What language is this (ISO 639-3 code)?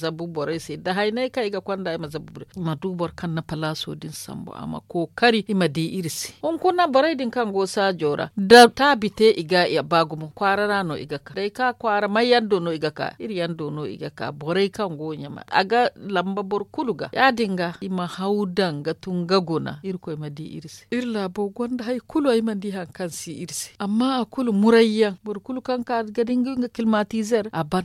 dje